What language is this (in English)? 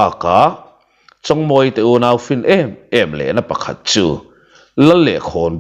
Mizo